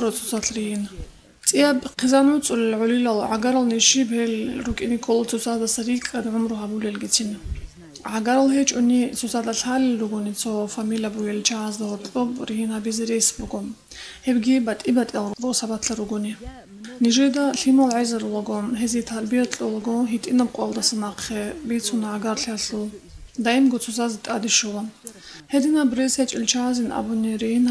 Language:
Avaric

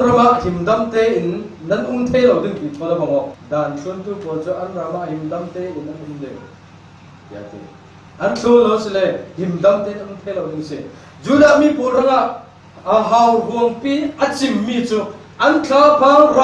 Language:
Falam Chin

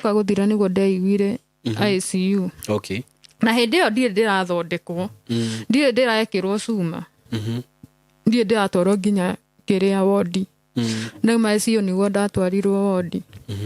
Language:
Kikuyu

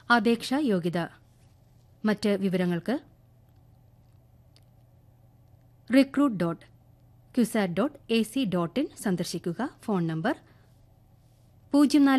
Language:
Malayalam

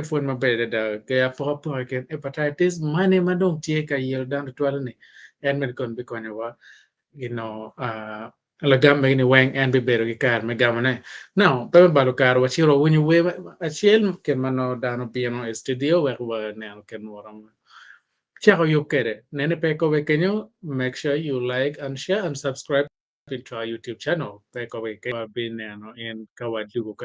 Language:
Acoli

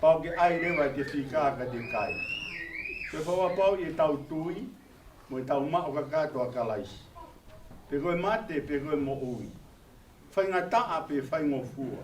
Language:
Tongan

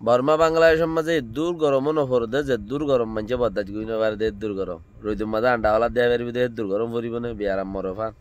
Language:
Rohingya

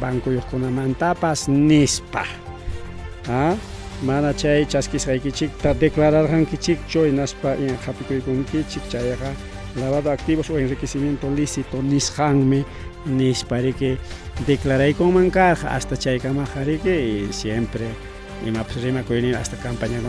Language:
Ayacucho Quechua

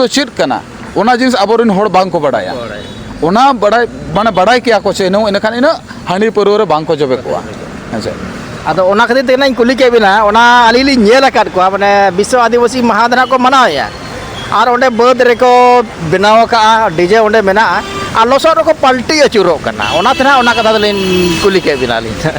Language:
Santali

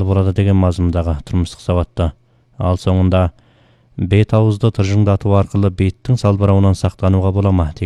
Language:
Kazakh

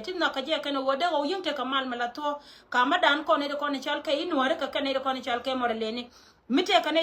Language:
Nuer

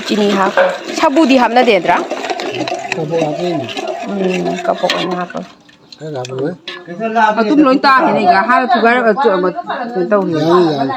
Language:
Manipuri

